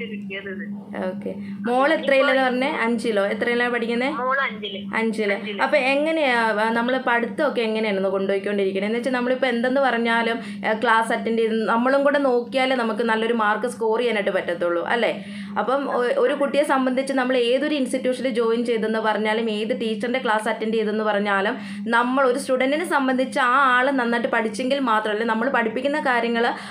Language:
Malayalam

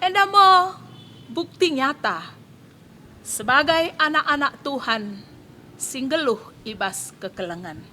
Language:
Batak Karo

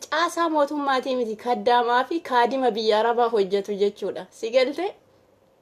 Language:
Oromo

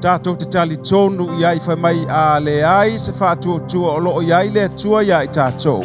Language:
Samoan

